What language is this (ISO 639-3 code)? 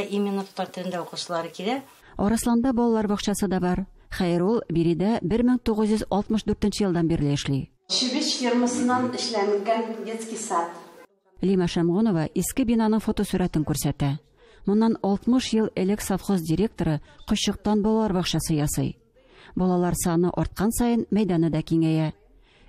tat